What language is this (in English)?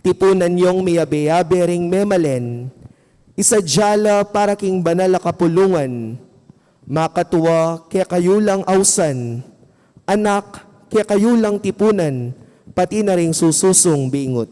Pampanga